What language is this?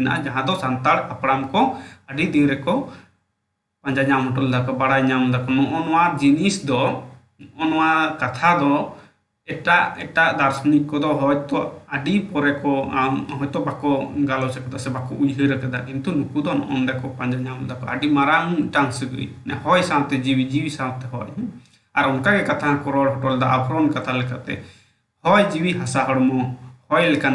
Santali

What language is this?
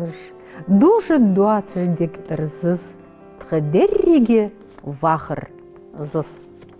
Ingush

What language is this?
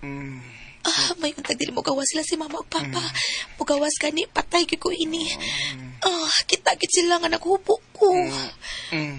Cebuano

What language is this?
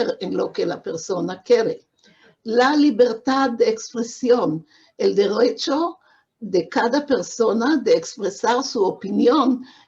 Ladino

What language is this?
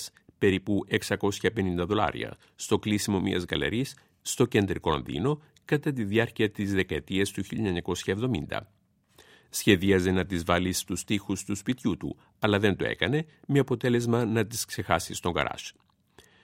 Greek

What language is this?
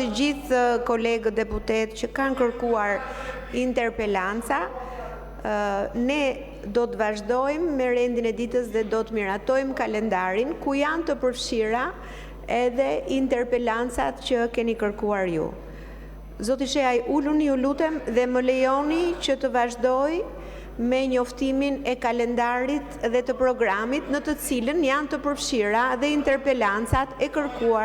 Albanian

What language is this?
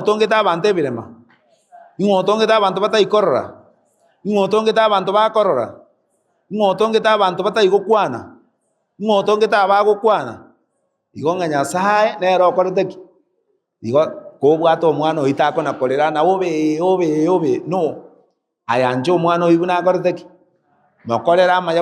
Gusii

